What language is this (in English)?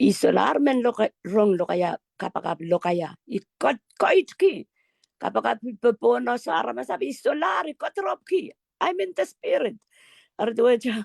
Pohnpeian